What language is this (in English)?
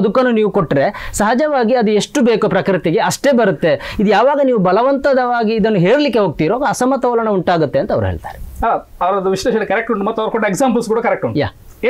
Kannada